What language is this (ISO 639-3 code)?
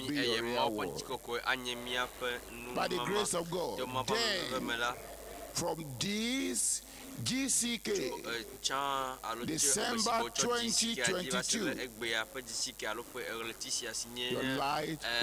ewe